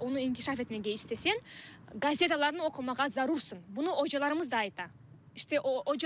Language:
Crimean Tatar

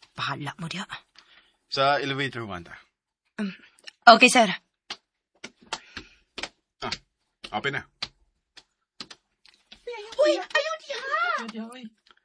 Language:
Cebuano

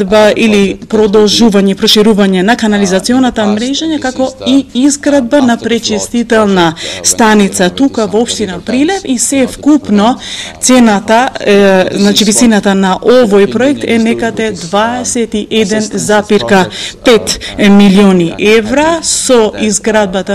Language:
Macedonian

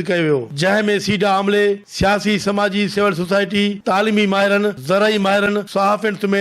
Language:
Sindhi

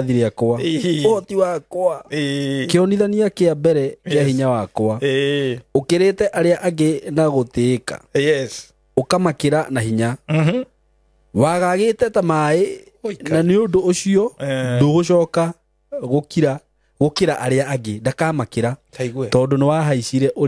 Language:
Kikuyu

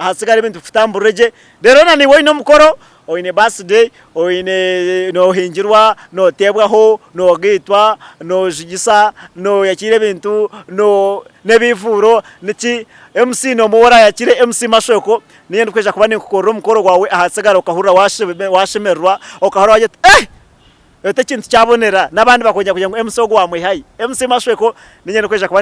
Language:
Nyankole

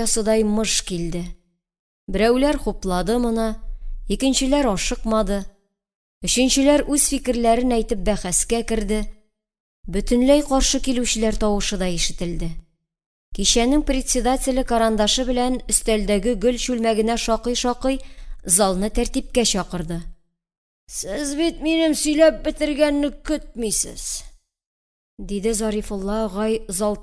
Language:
Tatar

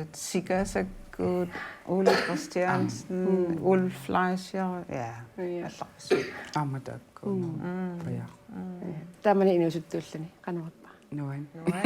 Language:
Kalaallisut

